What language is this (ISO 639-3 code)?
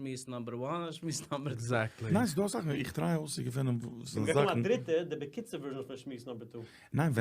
yid